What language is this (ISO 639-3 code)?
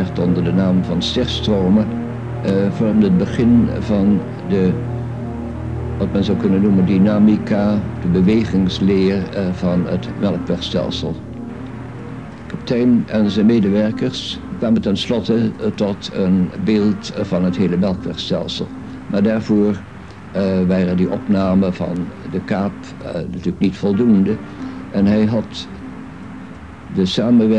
nld